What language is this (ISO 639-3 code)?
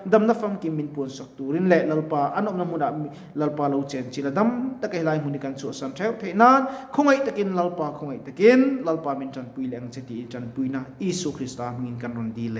lus